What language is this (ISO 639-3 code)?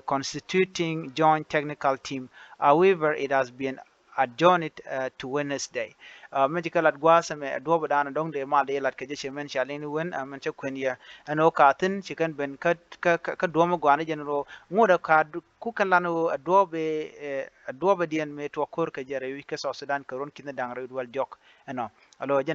nus